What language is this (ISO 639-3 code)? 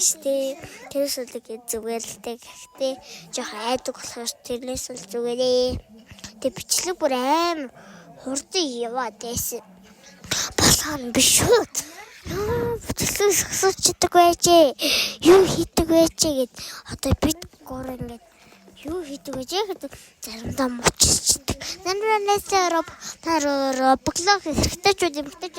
mon